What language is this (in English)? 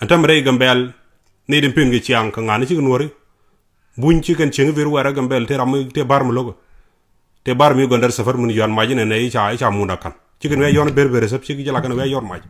Nuer